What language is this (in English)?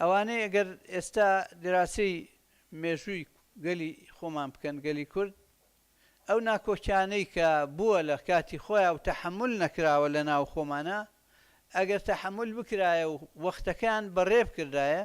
Central Kurdish